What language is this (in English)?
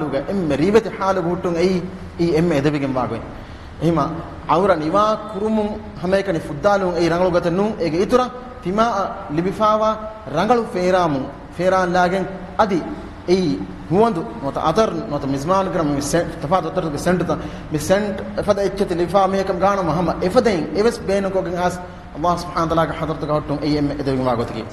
Divehi